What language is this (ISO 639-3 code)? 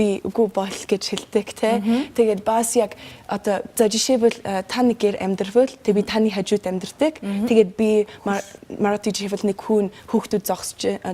mon